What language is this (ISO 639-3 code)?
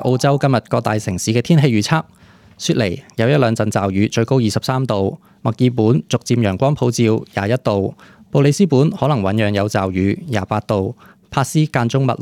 yue